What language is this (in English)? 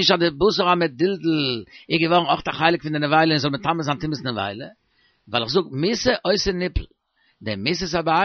Yiddish